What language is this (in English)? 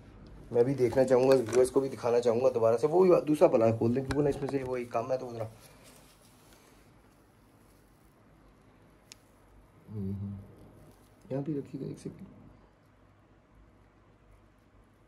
Hindi